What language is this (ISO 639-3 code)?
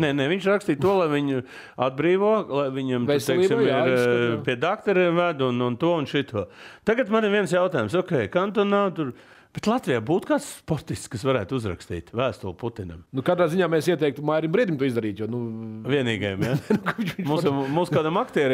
lav